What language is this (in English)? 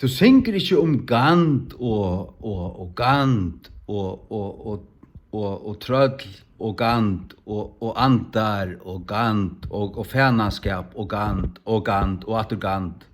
Faroese